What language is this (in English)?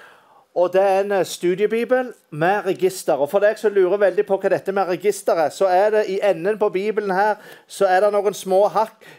Norwegian